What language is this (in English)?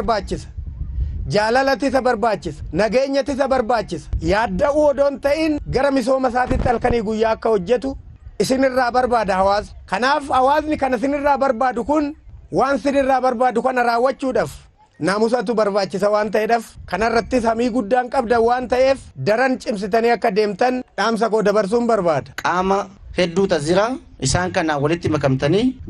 Oromo